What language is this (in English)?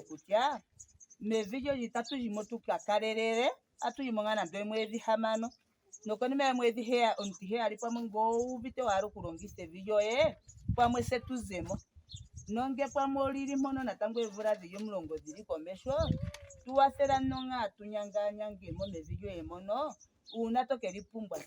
Ndonga